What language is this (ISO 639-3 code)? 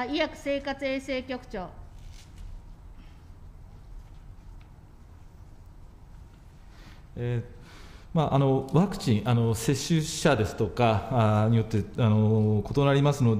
jpn